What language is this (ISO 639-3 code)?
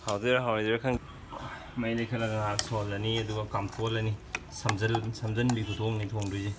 mni